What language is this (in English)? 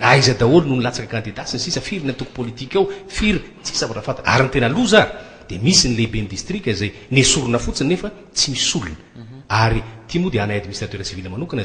Malagasy